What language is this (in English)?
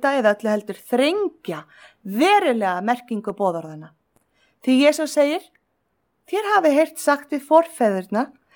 Icelandic